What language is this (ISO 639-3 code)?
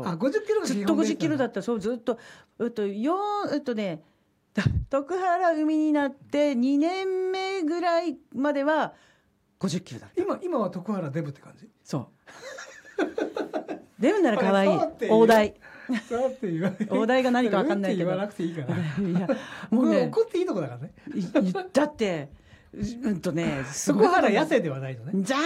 jpn